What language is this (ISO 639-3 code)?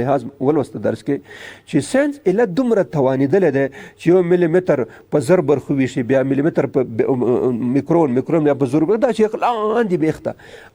pus